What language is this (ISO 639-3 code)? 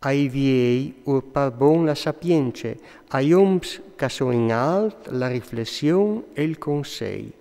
fur